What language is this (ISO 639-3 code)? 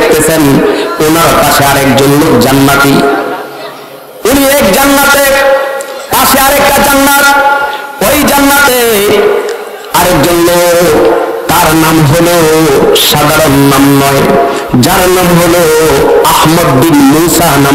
ben